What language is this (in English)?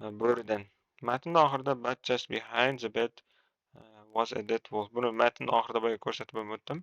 Uzbek